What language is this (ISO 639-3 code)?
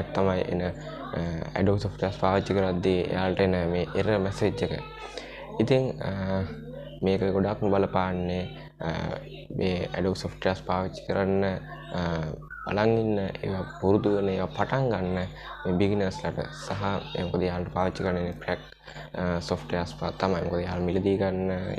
sin